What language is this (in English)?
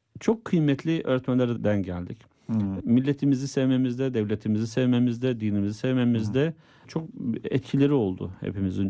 Turkish